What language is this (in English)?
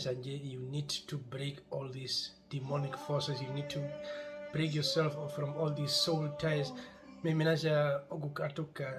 Herero